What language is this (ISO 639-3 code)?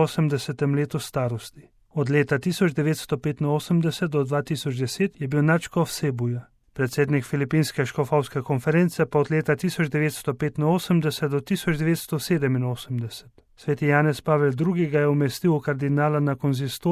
slv